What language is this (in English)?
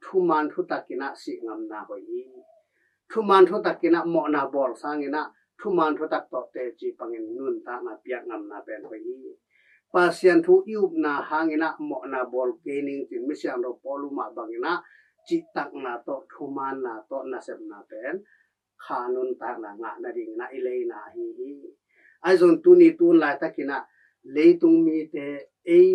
Tedim Chin